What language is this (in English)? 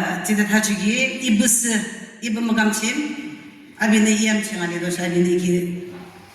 Yimchungru Naga